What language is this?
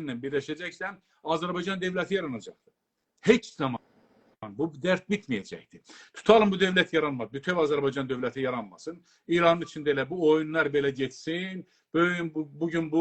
South Azerbaijani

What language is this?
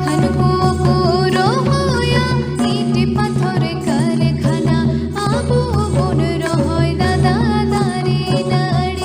Santali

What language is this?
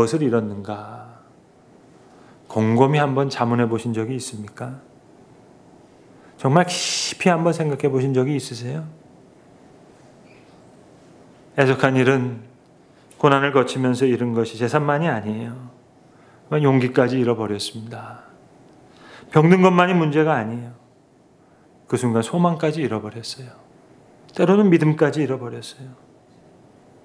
Korean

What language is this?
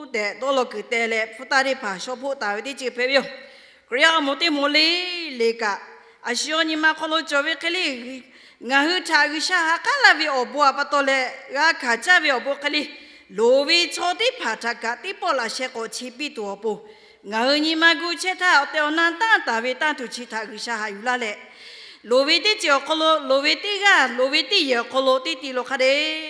Lahu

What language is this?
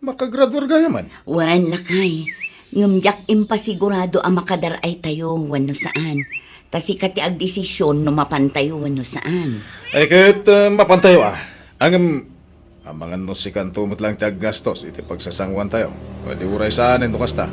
Iloko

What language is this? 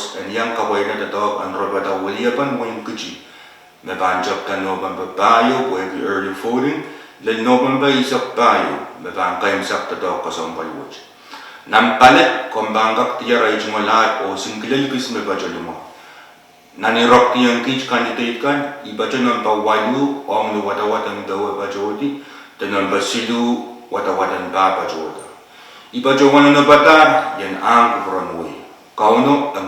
Pohnpeian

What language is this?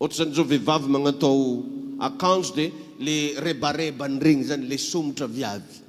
Malagasy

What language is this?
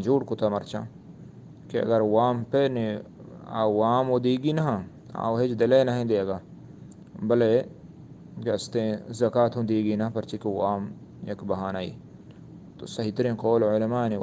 Eastern Balochi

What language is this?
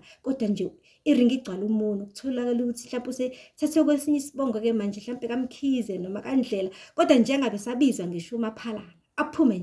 Zulu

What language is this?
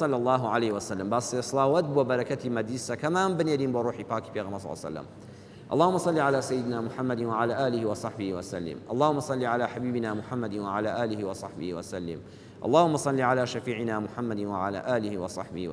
Central Kurdish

